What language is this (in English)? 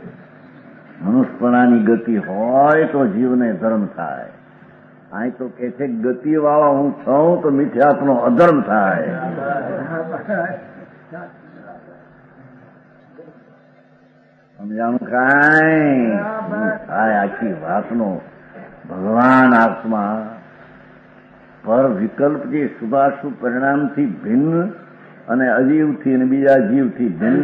Gujarati